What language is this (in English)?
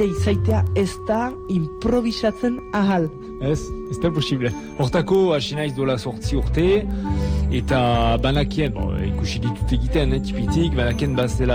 Basque